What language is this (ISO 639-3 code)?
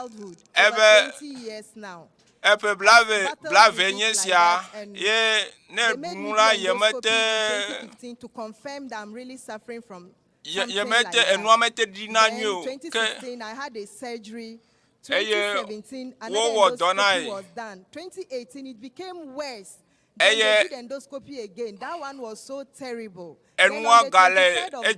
ewe